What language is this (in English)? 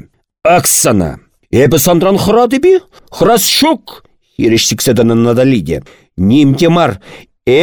Chuvash